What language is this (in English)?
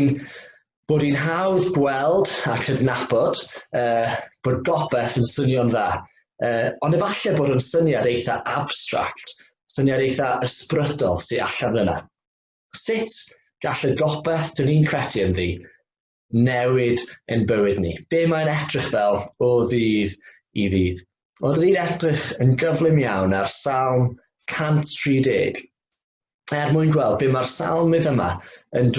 Welsh